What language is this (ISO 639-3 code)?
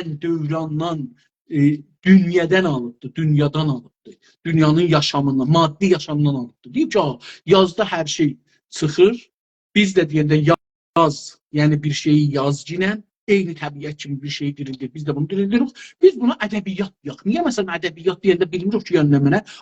azb